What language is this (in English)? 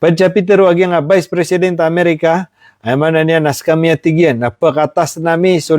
Maranao